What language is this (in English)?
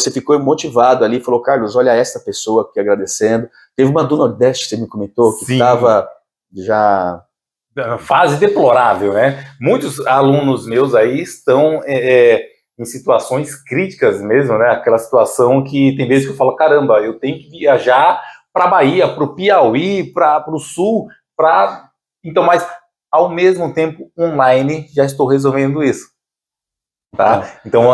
Portuguese